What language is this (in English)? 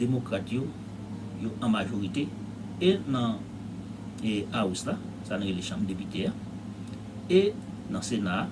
Haitian Creole